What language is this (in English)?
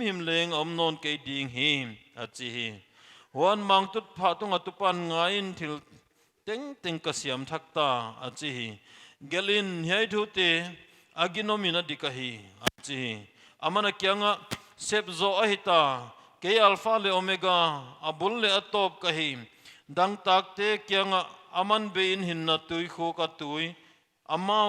Paite Chin